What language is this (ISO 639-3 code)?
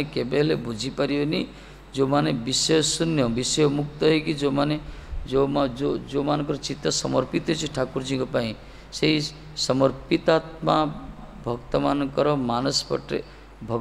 ori